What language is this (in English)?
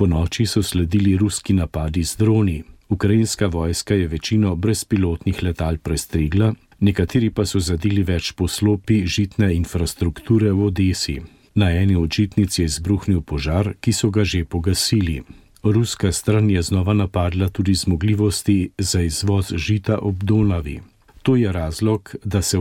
Slovenian